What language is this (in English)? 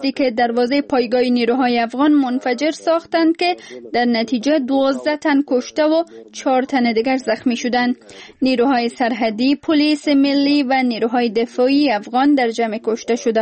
Persian